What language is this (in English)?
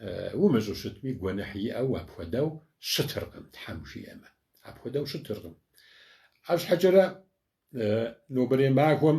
Kabardian